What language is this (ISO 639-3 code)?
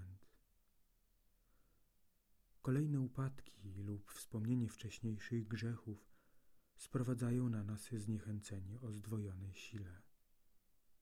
pol